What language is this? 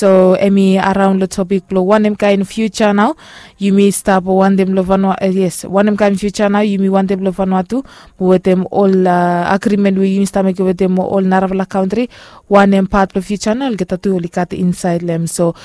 Bislama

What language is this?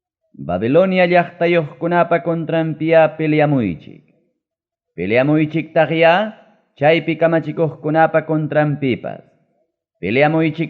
Ayacucho Quechua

